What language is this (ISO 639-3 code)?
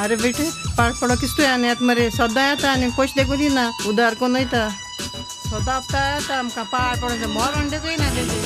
kok